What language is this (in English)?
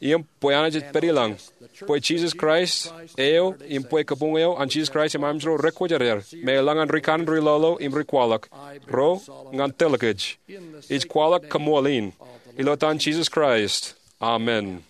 Marshallese